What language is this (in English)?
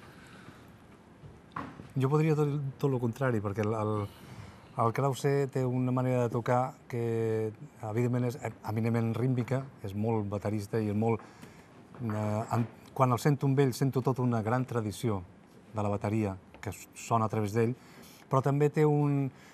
Catalan